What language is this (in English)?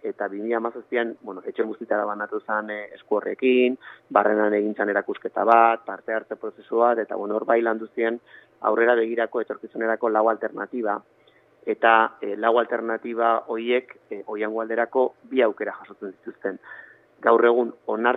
Basque